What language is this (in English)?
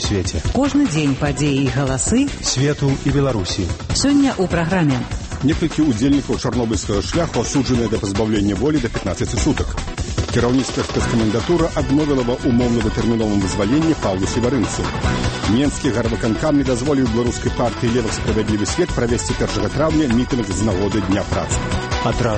Belarusian